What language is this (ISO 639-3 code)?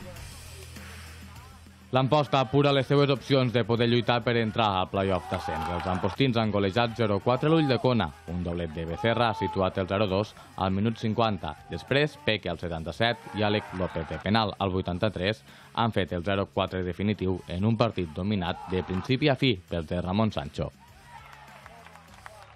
cat